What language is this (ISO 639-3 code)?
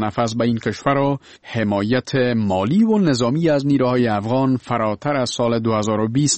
fas